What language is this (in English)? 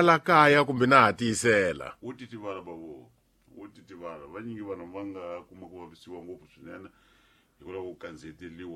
Tsonga